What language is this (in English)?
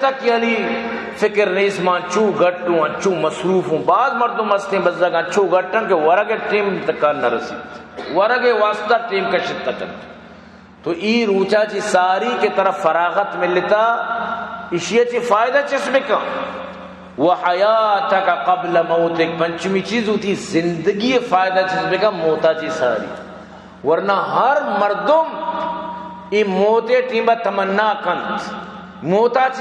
Baluchi